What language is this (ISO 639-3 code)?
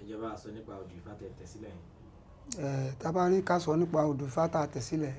yor